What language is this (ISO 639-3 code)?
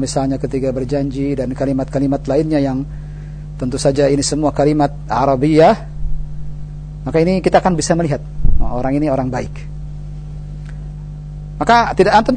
ind